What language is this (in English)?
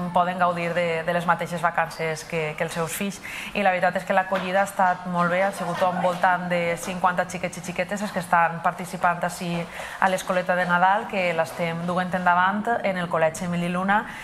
Catalan